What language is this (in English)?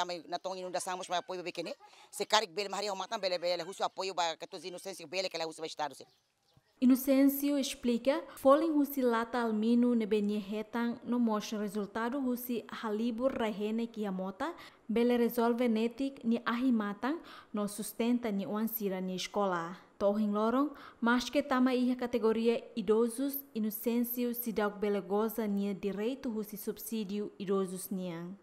Tetum